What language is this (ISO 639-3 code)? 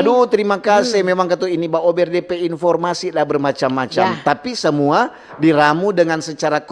xmm